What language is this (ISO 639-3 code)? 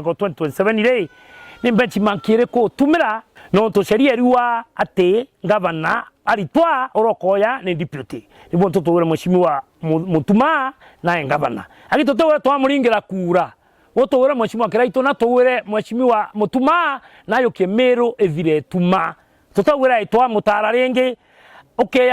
mer